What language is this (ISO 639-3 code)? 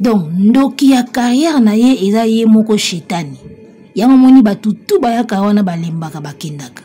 lin